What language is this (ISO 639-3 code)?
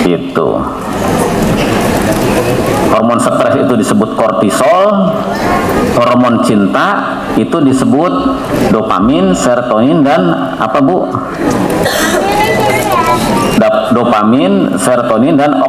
ind